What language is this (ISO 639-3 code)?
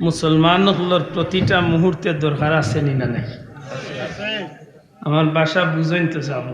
syl